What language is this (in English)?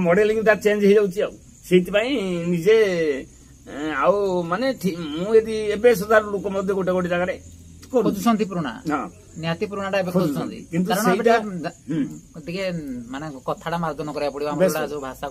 Odia